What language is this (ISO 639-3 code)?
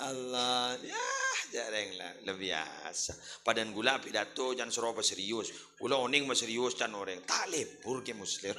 mad